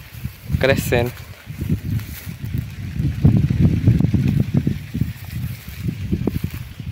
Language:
Portuguese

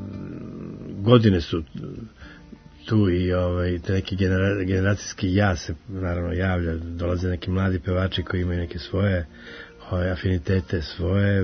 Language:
Serbian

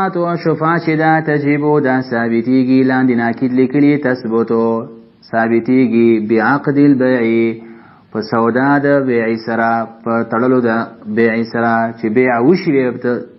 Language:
Pashto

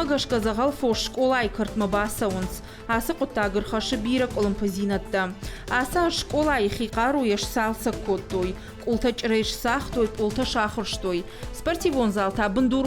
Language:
Ossetic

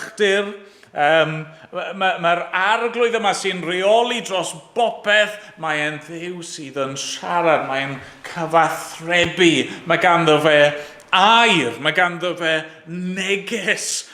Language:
Welsh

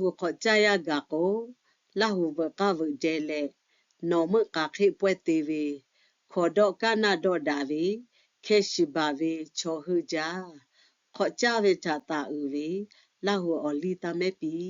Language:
Lahu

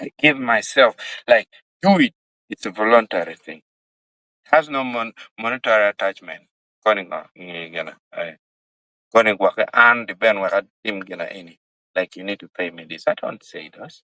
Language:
Acoli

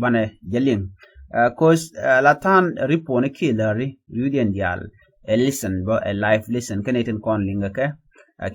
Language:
Nuer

